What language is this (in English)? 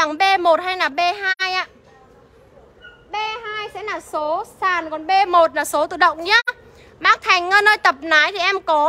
Vietnamese